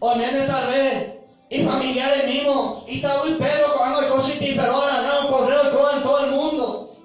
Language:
Guarani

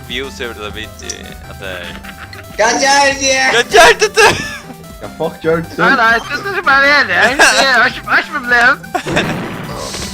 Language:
Faroese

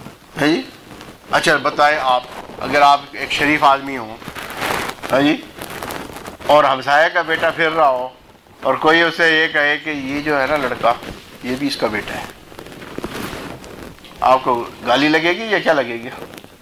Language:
Urdu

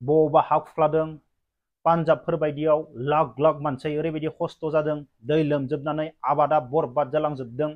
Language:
Bodo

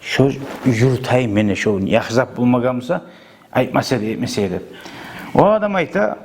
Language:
Kumyk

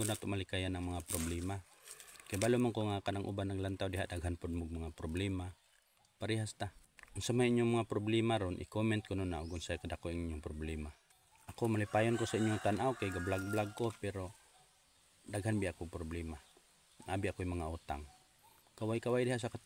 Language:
Cebuano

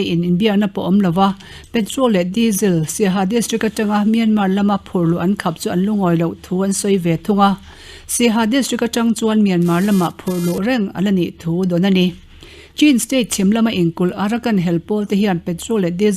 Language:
Mizo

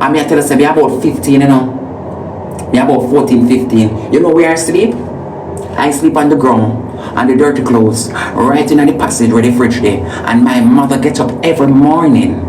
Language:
Jamaican Creole English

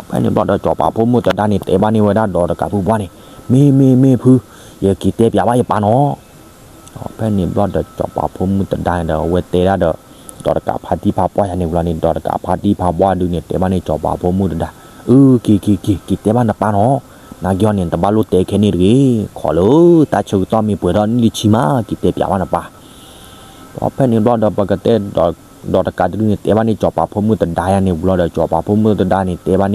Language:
S'gaw Karen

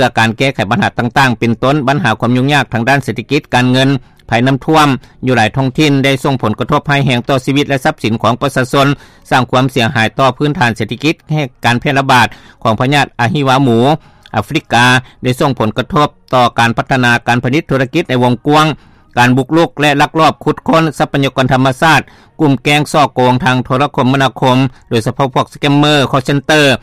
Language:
Lao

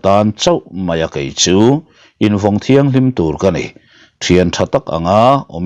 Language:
Mizo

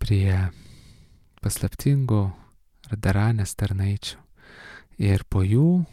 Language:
Lithuanian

